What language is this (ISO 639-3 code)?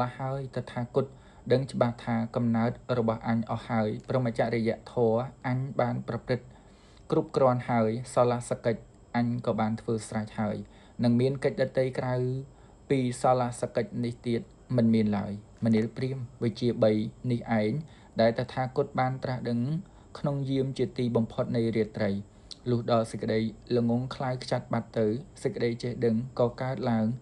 khm